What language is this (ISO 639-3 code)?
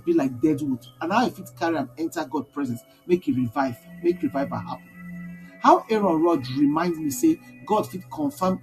pcm